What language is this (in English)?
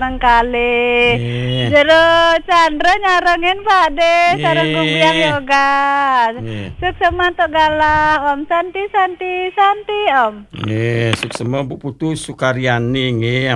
Balinese